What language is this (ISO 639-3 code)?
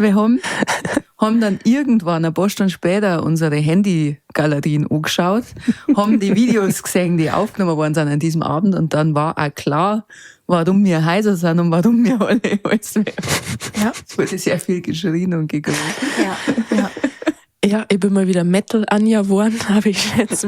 bar